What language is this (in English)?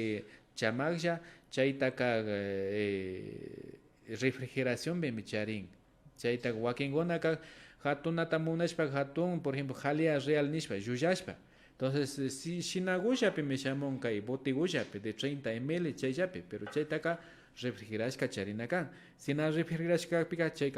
Imbabura Highland Quichua